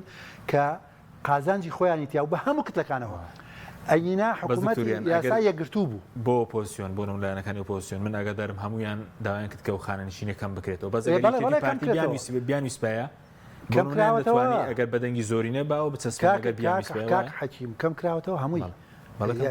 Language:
Central Kurdish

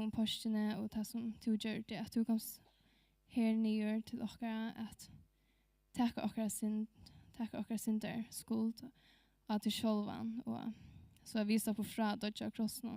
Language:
Faroese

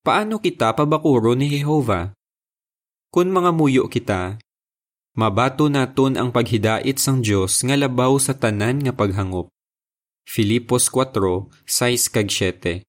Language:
Hiligaynon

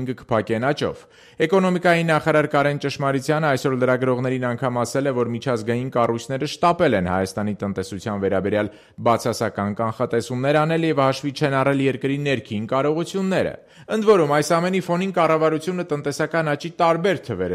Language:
Armenian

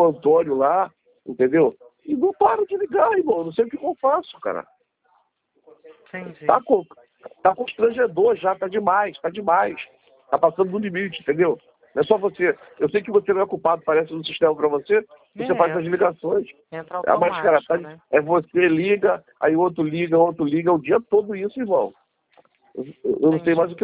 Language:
Portuguese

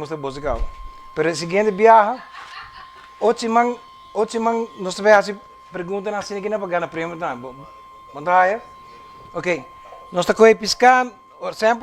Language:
Papiamento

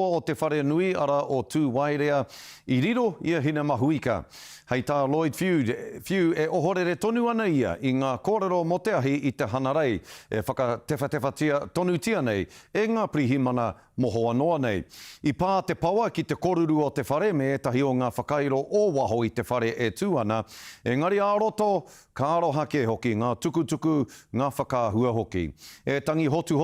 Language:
Māori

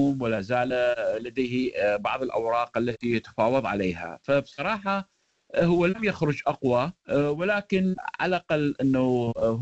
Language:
Arabic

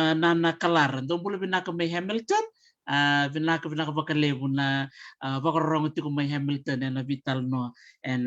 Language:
Fijian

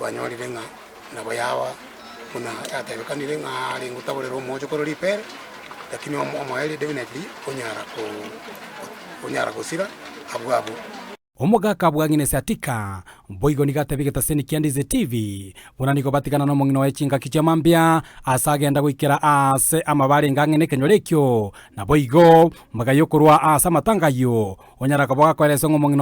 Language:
Gusii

